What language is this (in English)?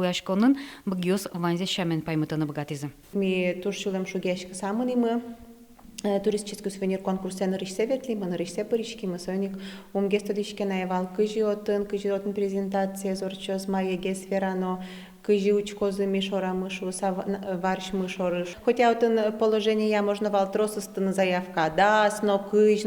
Udmurt